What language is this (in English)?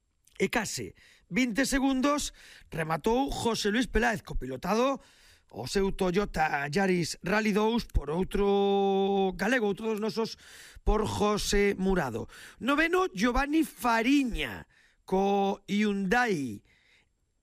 Galician